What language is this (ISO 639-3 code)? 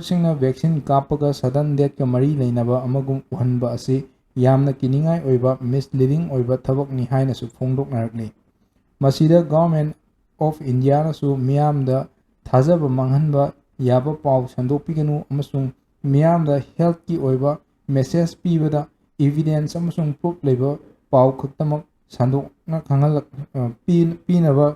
mni